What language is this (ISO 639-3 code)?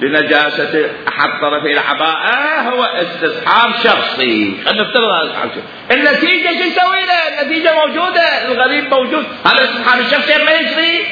acm